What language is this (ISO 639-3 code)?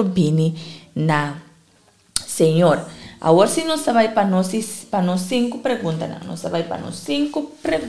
pap